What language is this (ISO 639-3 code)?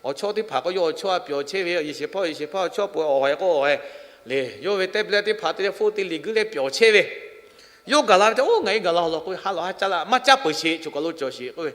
lhu